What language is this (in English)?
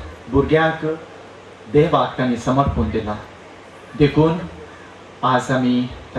Konkani